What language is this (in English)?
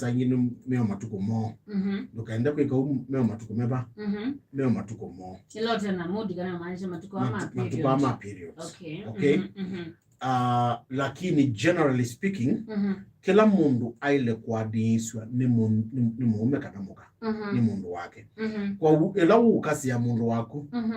Kamba